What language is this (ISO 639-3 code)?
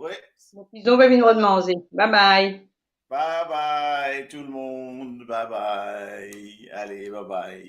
mfe